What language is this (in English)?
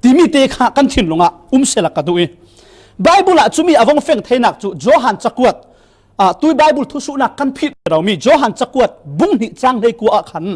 Falam Chin